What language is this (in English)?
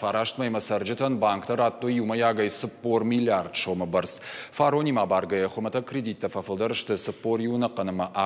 Ossetic